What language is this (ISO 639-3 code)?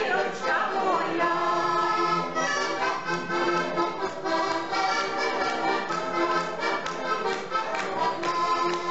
slk